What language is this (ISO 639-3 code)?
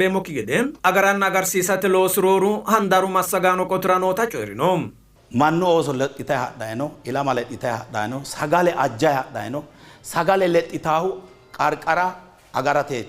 sid